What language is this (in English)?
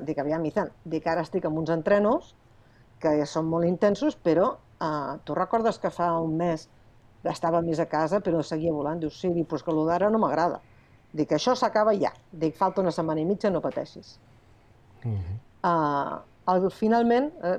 Catalan